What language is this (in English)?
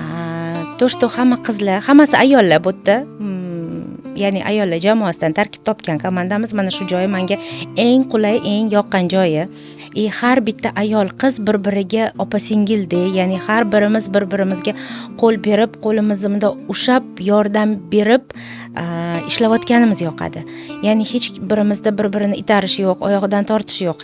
Uzbek